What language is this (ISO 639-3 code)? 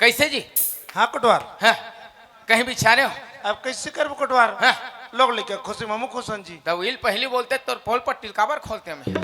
hne